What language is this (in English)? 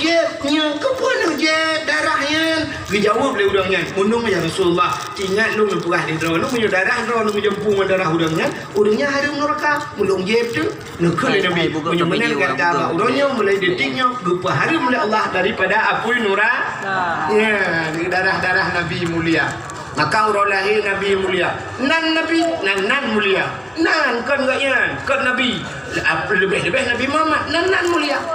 Achinese